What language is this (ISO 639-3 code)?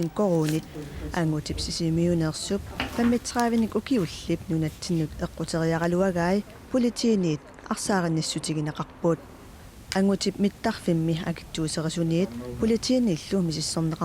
kal